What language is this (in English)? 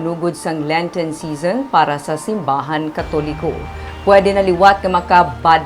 Hiligaynon